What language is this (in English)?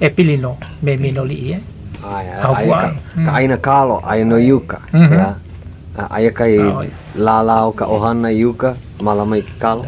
Hawaiian